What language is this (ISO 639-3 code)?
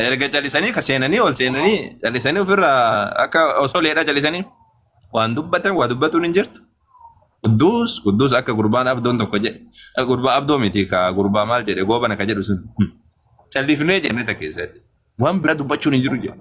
orm